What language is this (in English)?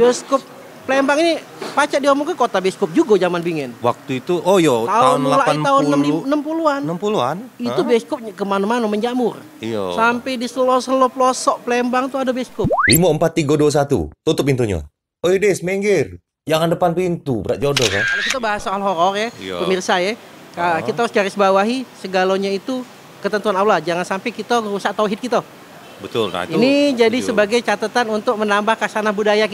Musi